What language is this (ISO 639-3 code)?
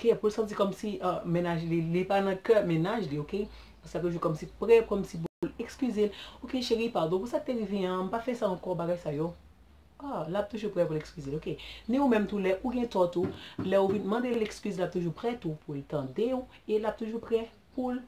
hat